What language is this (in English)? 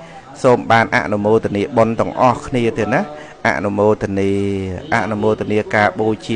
Khmer